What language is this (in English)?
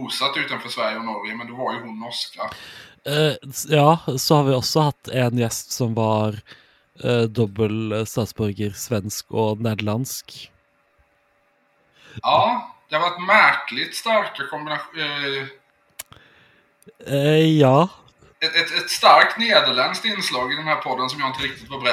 Swedish